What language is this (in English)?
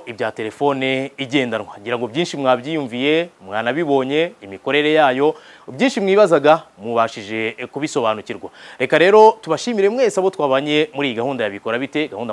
Kinyarwanda